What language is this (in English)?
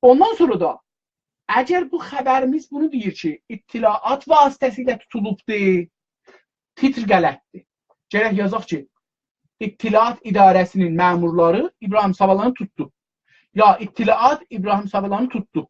South Azerbaijani